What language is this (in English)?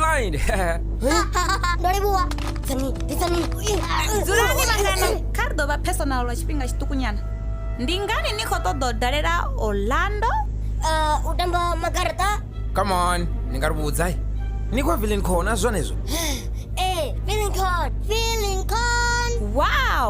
Venda